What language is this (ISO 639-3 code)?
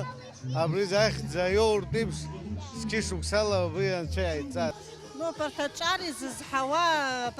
abk